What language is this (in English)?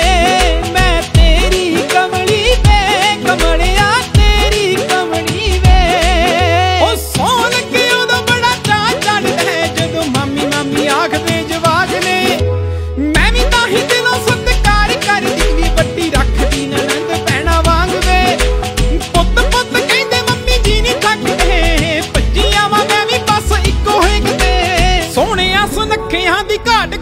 Punjabi